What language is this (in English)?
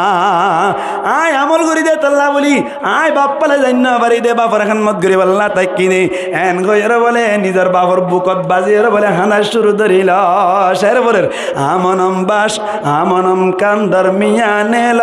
Rohingya